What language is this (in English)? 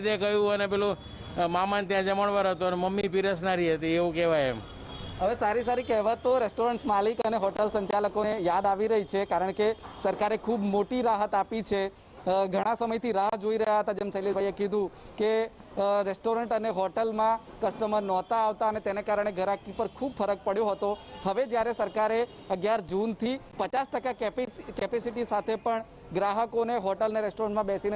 Gujarati